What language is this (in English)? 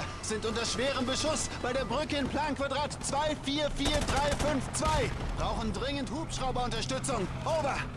Swiss German